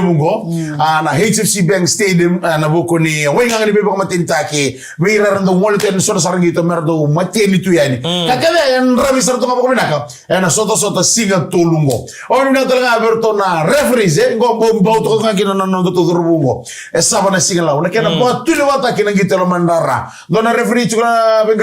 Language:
Fijian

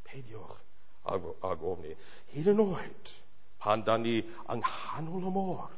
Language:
Welsh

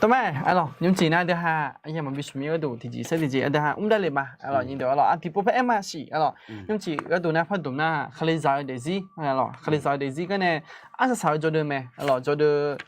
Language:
Akha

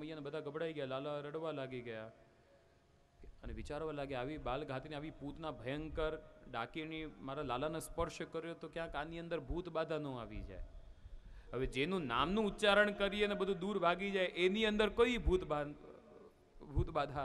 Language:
Gujarati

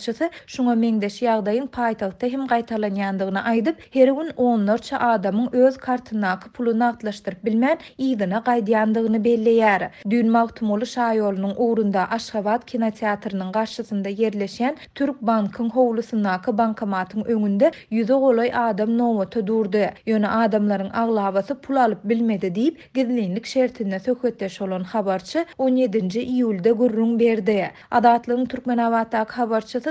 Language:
Turkmen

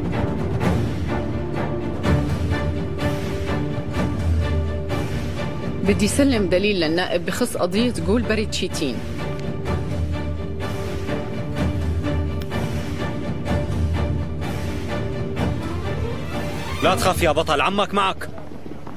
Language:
North Levantine Arabic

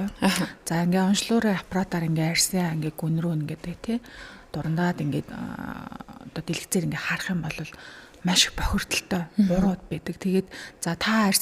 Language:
Mongolian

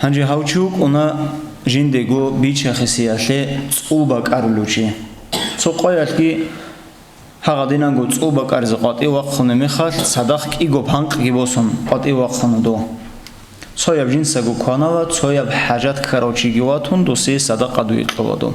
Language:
Avaric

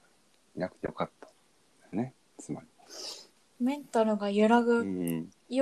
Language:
Japanese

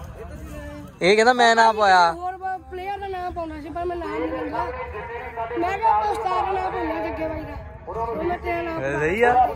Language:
Punjabi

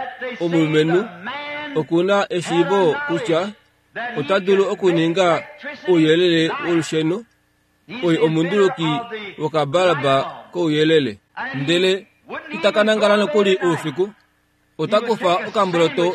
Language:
Kuanyama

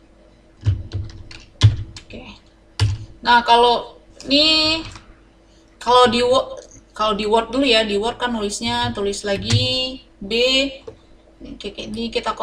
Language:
Indonesian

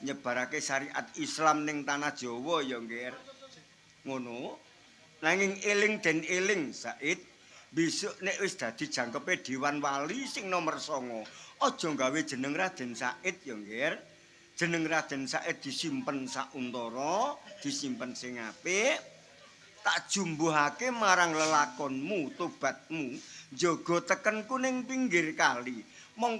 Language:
Javanese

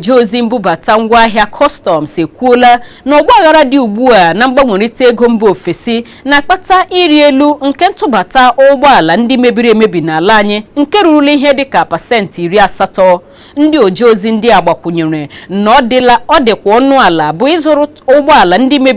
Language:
Igbo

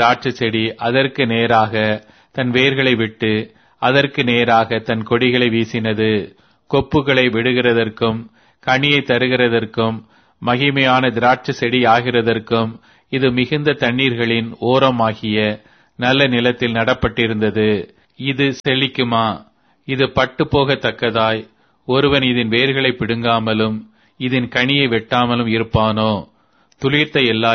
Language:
Tamil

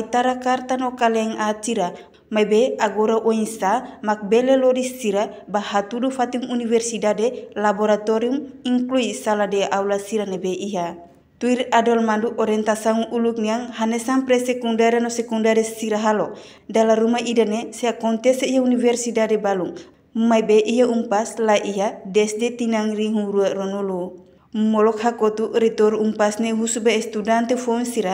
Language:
Tetum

